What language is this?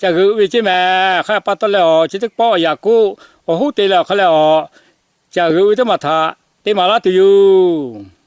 Lahu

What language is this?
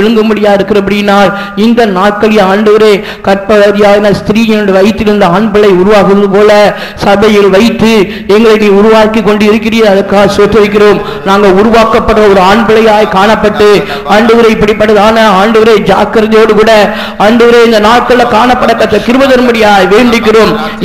Tamil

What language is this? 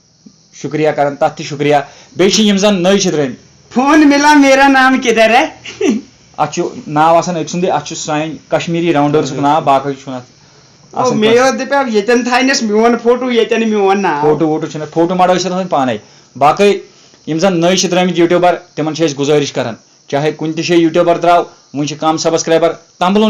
Kashmiri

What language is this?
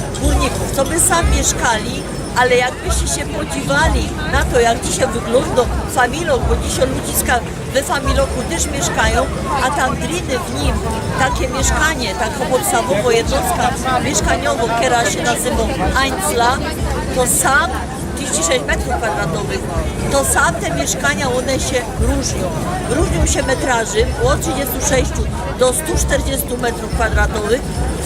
Silesian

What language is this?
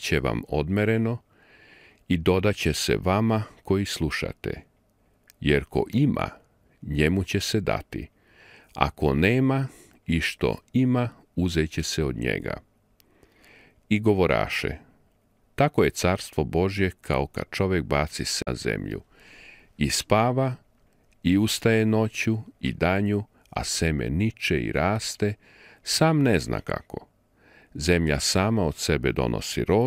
Serbian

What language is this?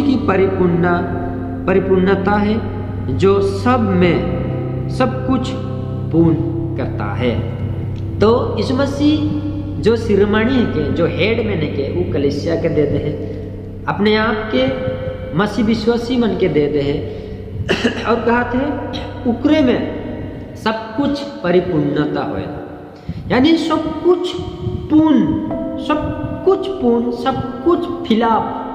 Sadri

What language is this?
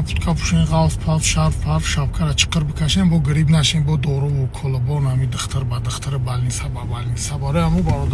Tajik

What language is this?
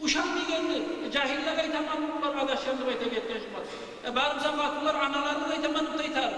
Kumyk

